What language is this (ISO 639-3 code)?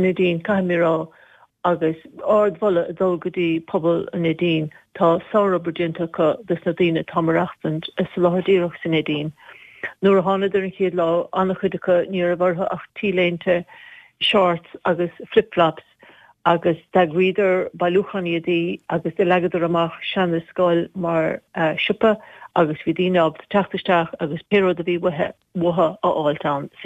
gle